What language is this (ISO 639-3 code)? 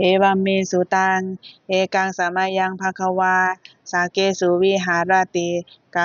pli